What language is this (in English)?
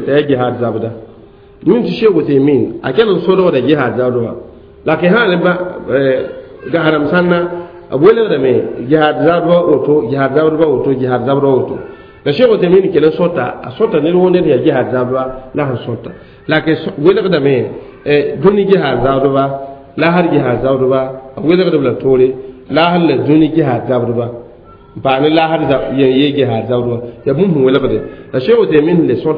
Mossi